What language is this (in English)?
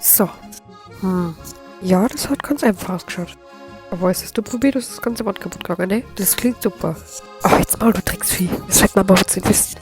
Bavarian